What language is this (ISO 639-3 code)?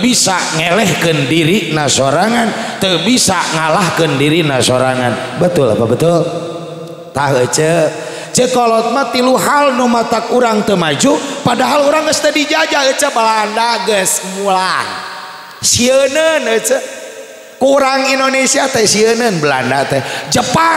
sun